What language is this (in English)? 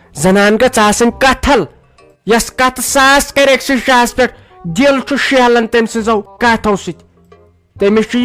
Kashmiri